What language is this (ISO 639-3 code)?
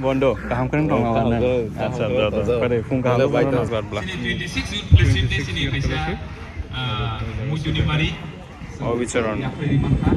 trp